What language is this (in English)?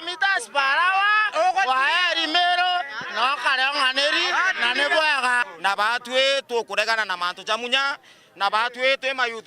Meru